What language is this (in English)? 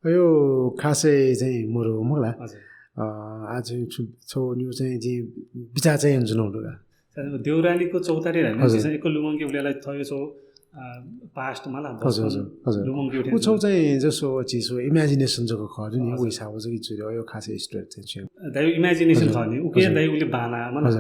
Newari